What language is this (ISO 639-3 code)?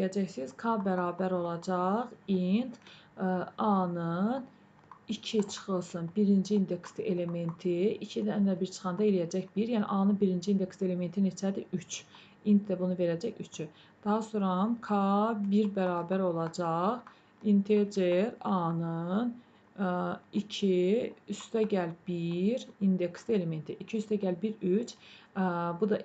aze